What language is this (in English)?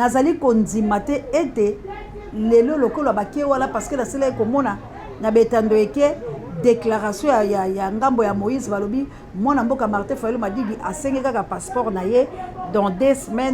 Lingala